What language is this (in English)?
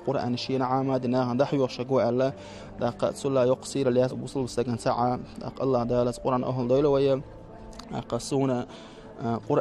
Chechen